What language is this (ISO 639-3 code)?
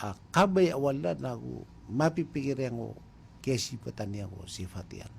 mrw